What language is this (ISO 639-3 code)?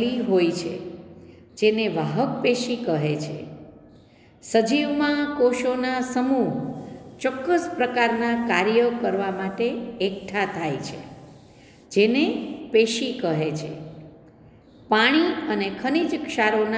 guj